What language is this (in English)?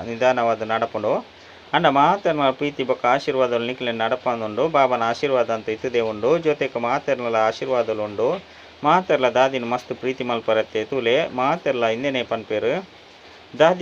Tulu